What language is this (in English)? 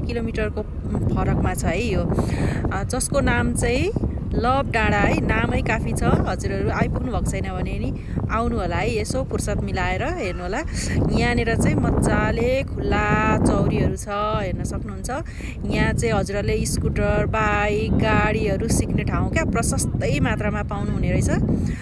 Nepali